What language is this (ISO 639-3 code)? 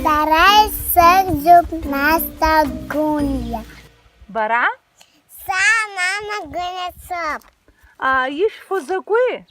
abk